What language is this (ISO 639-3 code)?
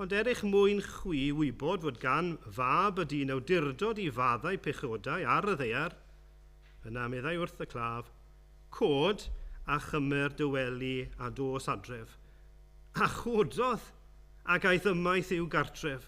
cym